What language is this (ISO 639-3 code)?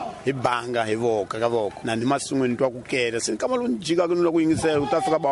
tso